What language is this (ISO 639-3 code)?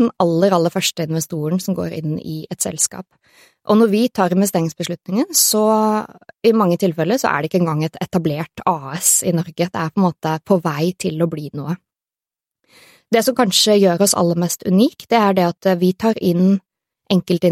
nor